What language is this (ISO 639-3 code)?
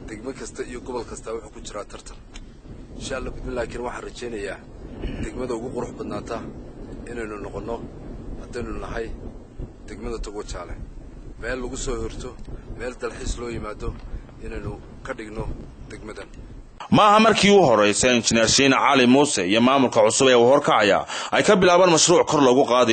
som